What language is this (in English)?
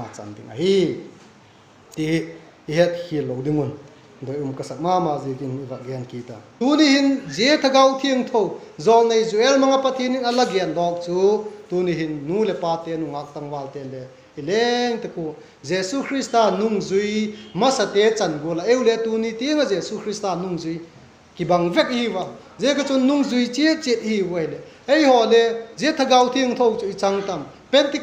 Vaiphei